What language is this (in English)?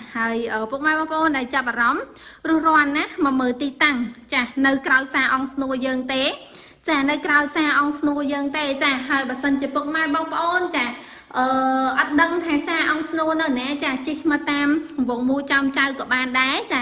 Khmer